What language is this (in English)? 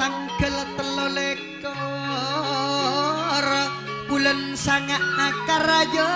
Madurese